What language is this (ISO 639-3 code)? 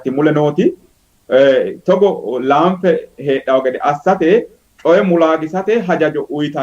sid